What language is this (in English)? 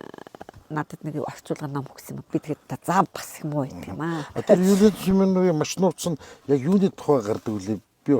Mongolian